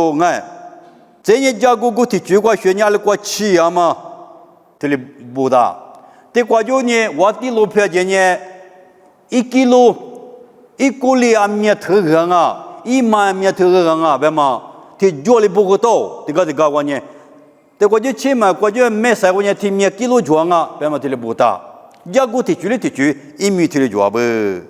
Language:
Lisu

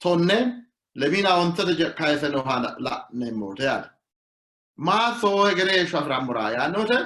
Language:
Sidamo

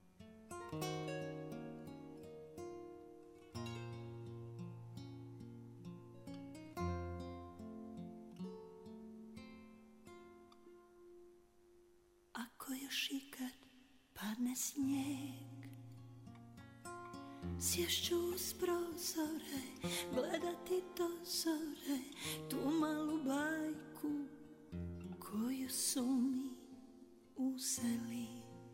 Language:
Serbian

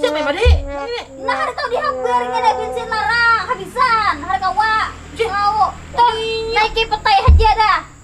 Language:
Banjar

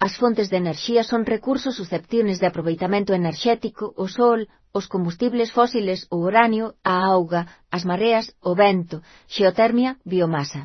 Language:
Galician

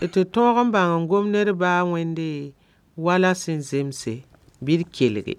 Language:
Mossi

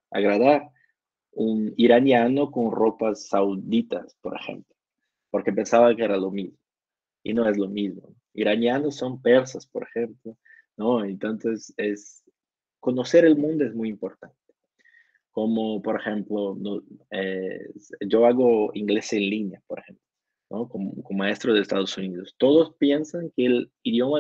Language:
Spanish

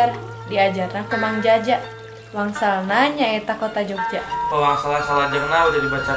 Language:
Sundanese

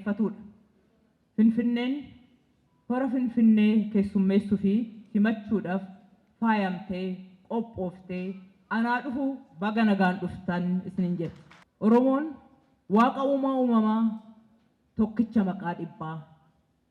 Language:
Oromo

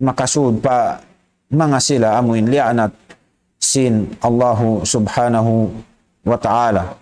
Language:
Tausug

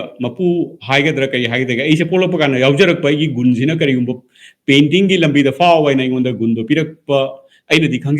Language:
Manipuri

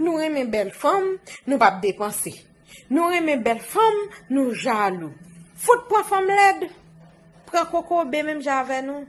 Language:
Haitian Creole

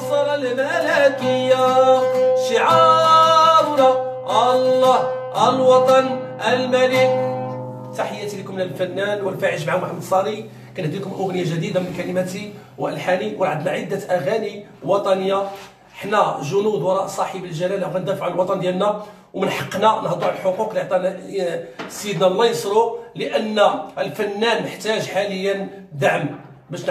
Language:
Moroccan Arabic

